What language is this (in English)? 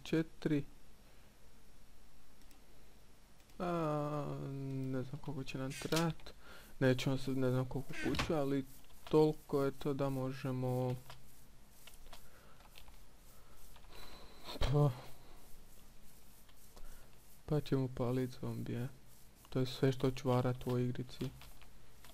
Croatian